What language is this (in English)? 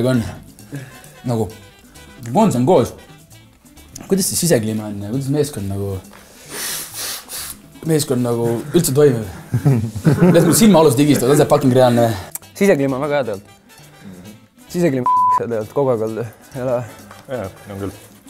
Estonian